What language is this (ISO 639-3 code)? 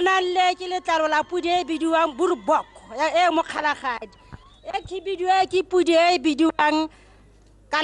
tsn